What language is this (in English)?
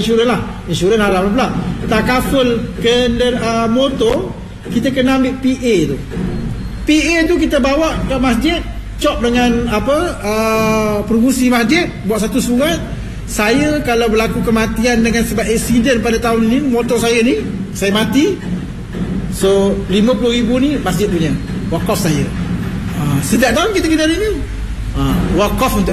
Malay